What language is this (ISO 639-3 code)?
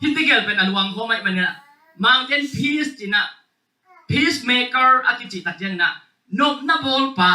ctd